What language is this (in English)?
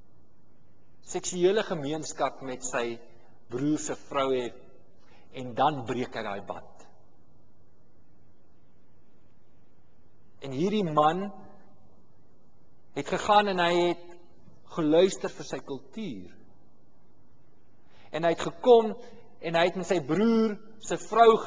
Afrikaans